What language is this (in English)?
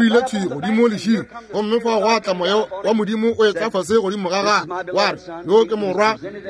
Northern Sotho